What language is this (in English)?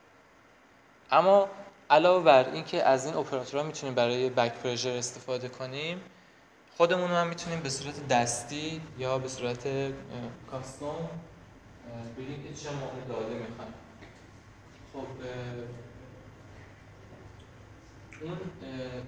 Persian